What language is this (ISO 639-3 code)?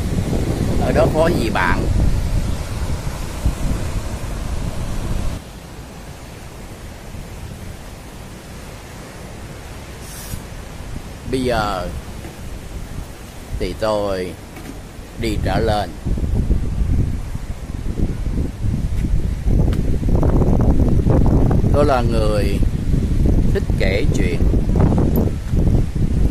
vie